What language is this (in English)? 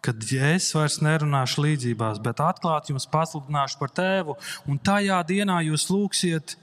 Latvian